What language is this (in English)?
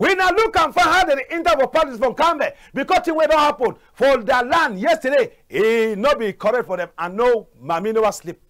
Cameroon Pidgin